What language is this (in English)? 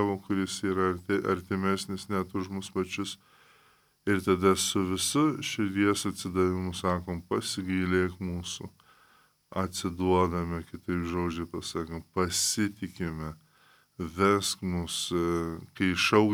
Lithuanian